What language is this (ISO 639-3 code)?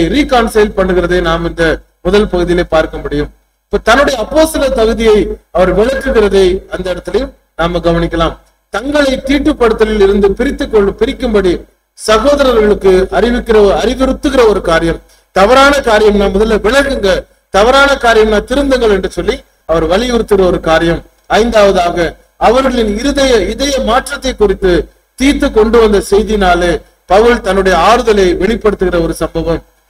tam